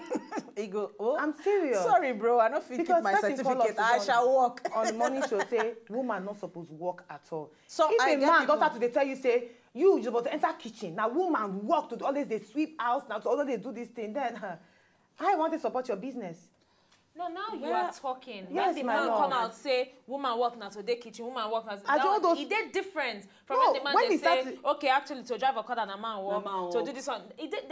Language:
Nigerian Pidgin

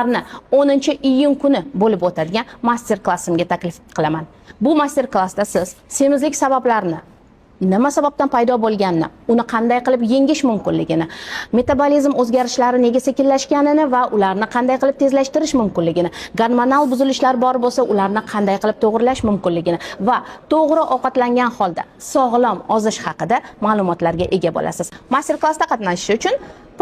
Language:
Uzbek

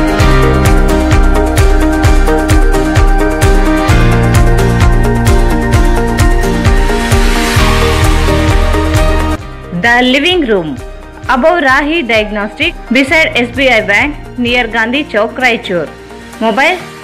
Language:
Kannada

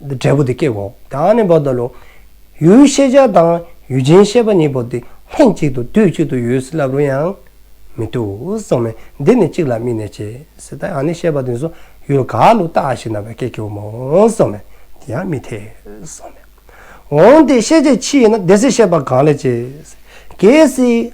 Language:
Dzongkha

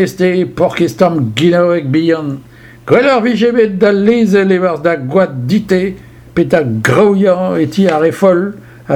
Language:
Breton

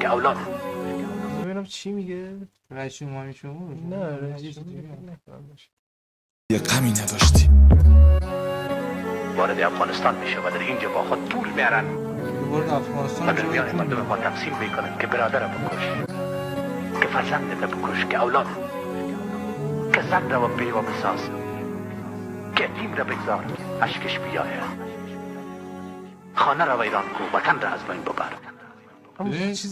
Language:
Persian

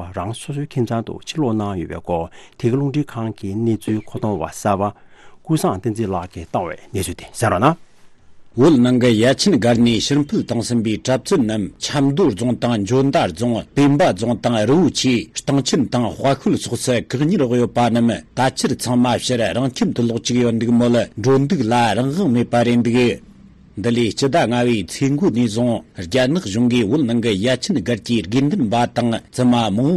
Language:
Tibetan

